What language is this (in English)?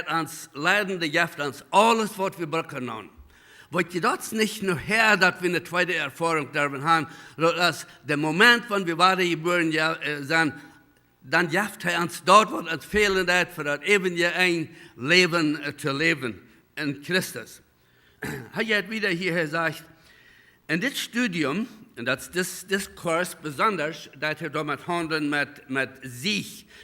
Plautdietsch